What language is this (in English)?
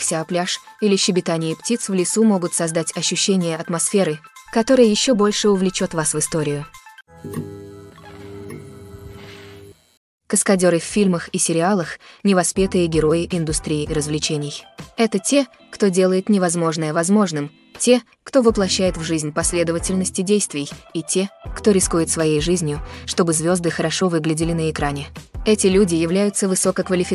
Russian